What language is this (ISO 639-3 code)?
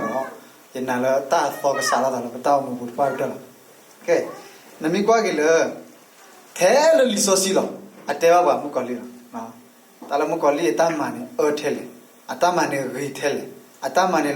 ksw